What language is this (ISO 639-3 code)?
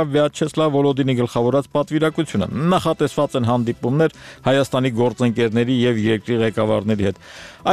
hye